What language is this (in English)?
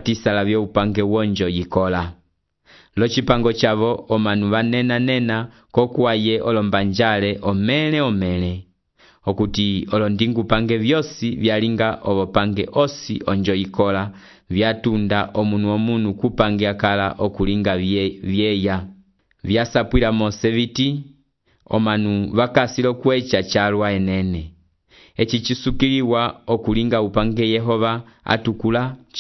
Umbundu